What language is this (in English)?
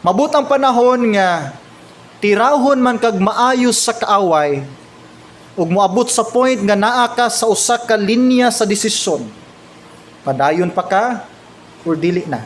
Cebuano